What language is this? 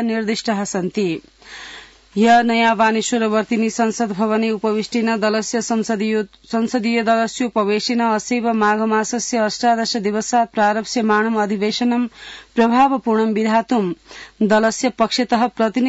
Sanskrit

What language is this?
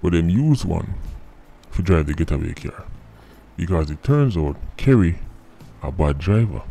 Jamaican Creole English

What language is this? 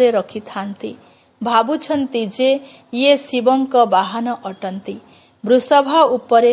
Odia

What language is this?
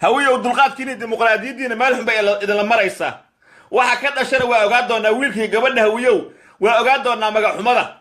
Somali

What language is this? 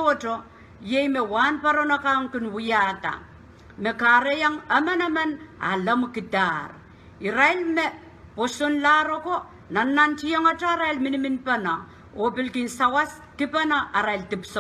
Pohnpeian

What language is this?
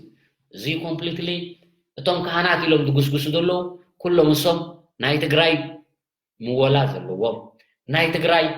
Tigrinya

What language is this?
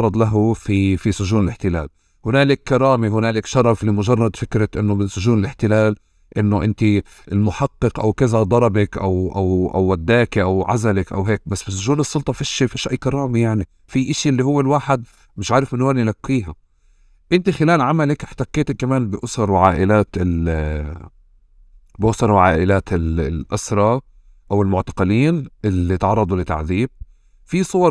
North Levantine Arabic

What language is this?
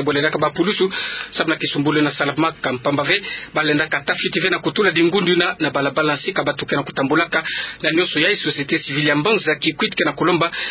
Kituba (Democratic Republic of Congo)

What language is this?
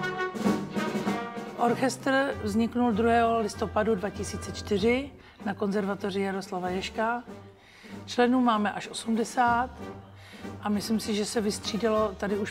Czech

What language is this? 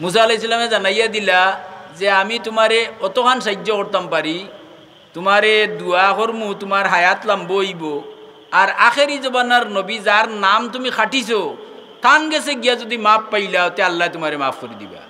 Sylheti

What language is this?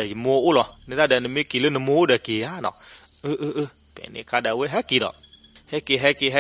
S'gaw Karen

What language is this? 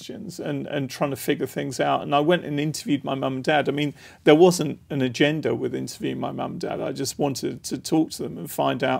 English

